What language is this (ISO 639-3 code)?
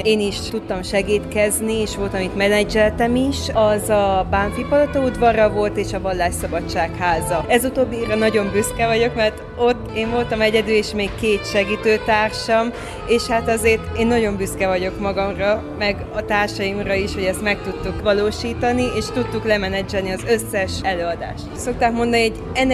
hun